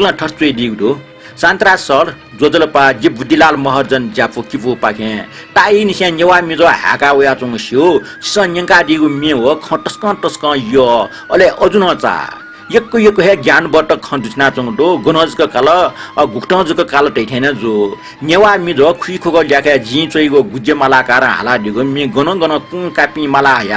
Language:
Newari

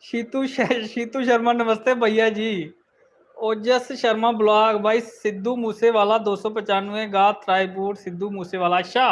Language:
Dogri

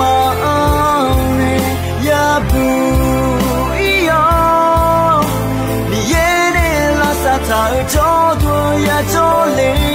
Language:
Akha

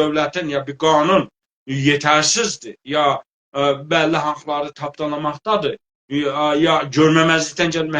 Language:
South Azerbaijani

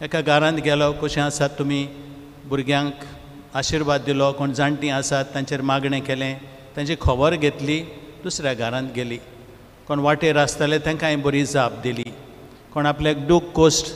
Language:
Konkani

